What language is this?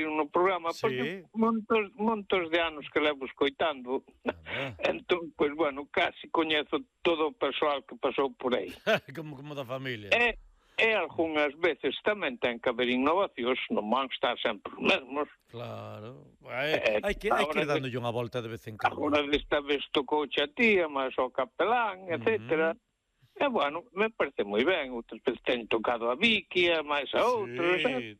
Galician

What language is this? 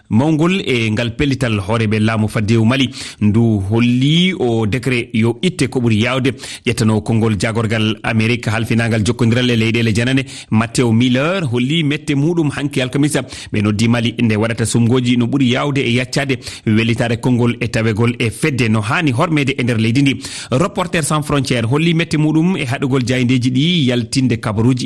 Fula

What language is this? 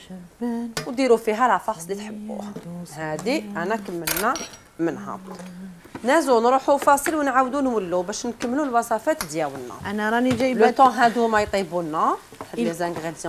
Algerian Arabic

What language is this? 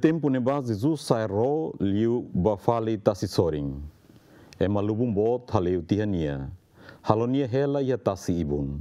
Tetum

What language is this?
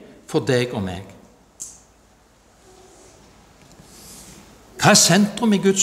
Norwegian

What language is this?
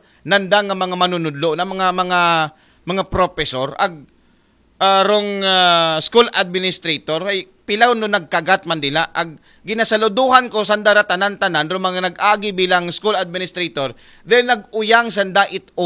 Aklanon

